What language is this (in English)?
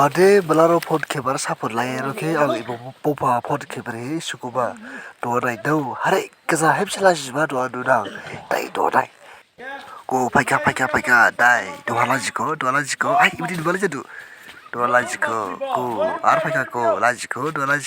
Dimasa